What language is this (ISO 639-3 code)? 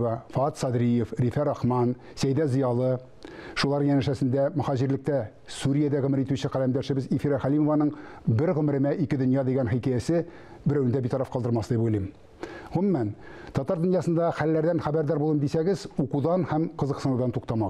tat